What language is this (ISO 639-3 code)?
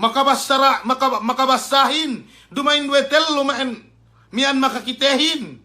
yka